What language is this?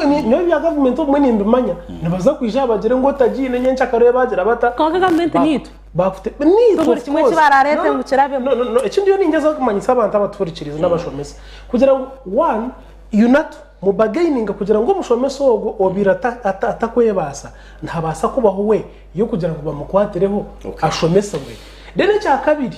Nyankole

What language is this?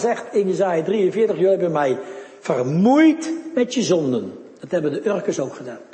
Dutch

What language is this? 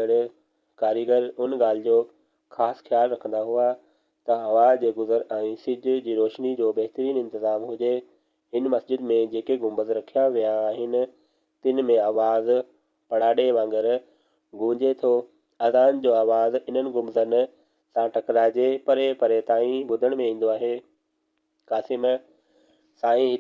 Sindhi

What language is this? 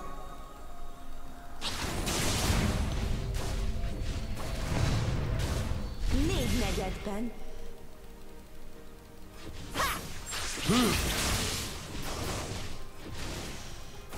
Hungarian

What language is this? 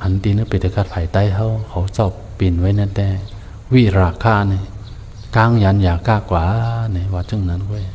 Shan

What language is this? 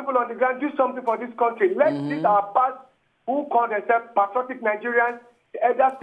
Nigerian Pidgin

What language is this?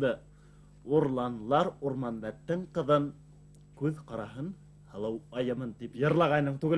Bashkir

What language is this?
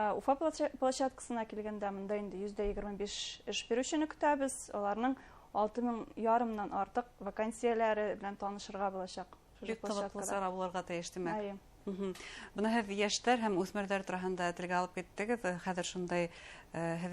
Bashkir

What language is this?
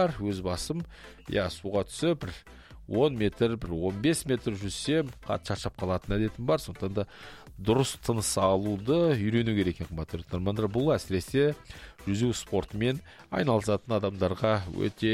Kazakh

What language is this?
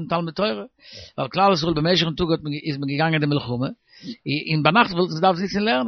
Yiddish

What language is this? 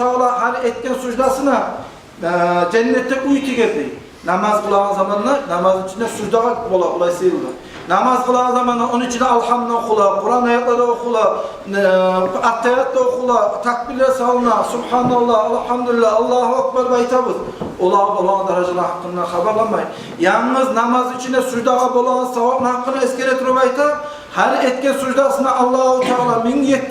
Kumyk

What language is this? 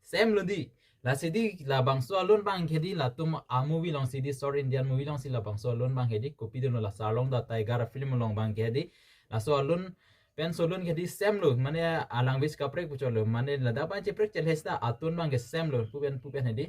Karbi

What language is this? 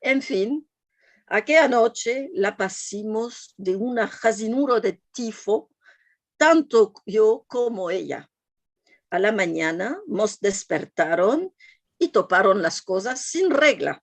Ladino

